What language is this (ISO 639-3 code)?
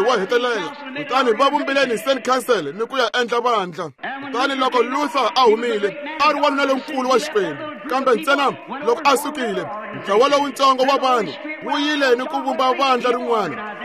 tso